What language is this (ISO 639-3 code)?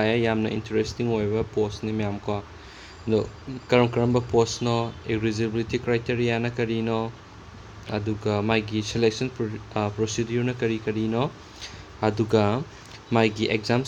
mni